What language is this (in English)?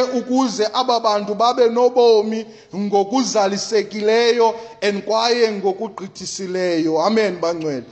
Xhosa